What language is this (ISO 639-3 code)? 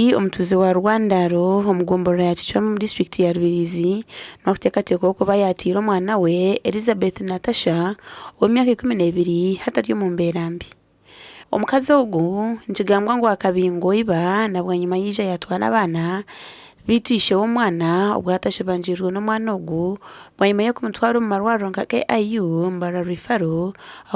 nyn